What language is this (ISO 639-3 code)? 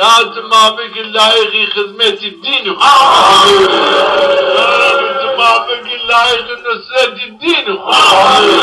zza